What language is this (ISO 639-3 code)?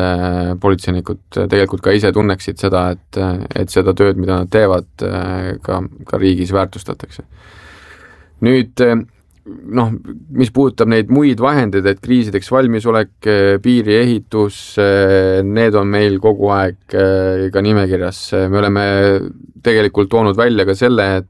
est